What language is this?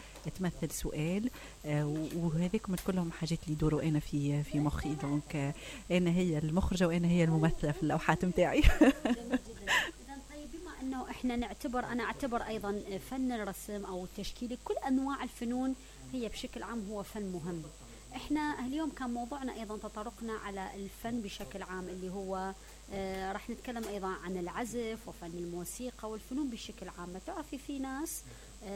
Mesopotamian Arabic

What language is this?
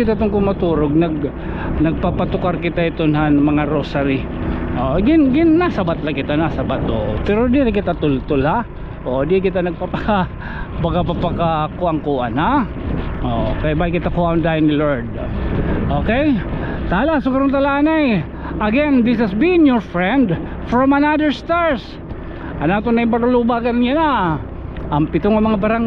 Waray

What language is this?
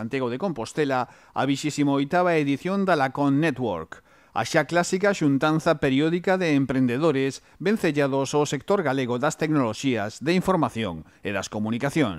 Galician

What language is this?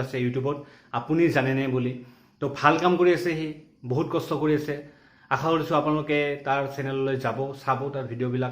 Assamese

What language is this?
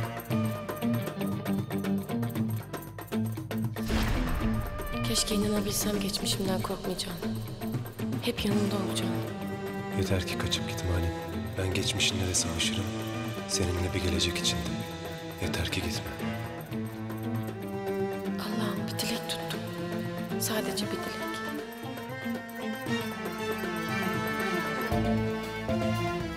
Turkish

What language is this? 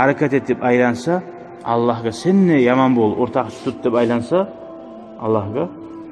Kumyk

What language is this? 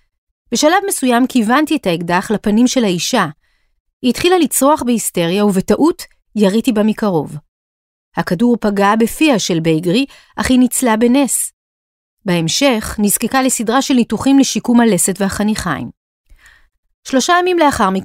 Hebrew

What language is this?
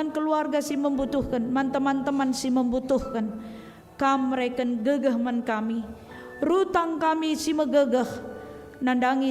Batak Karo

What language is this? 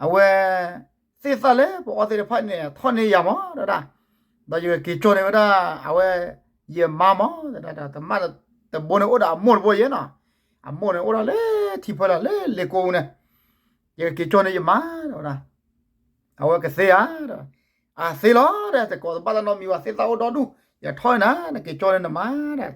S'gaw Karen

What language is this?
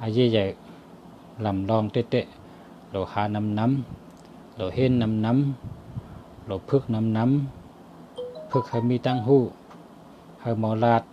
Shan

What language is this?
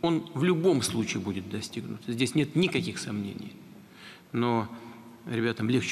Russian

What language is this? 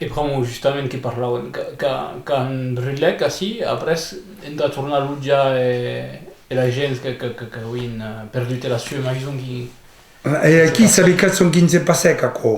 Occitan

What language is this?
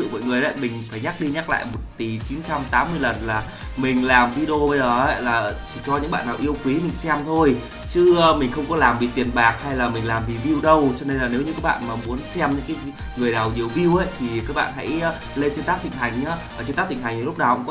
Vietnamese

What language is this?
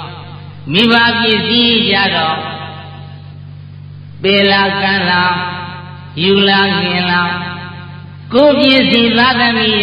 Burmese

